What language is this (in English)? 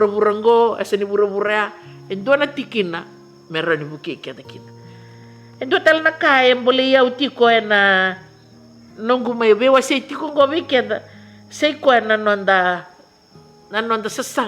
Fijian